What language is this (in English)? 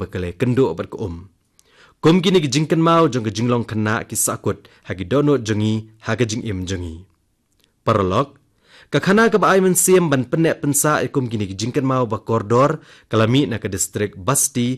Khasi